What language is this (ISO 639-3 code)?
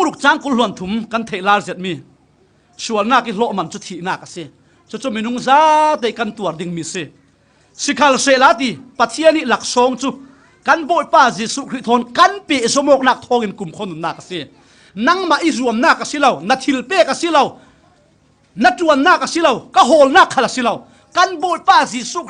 cfm